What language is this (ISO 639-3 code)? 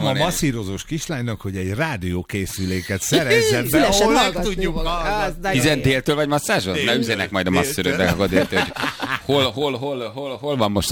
hun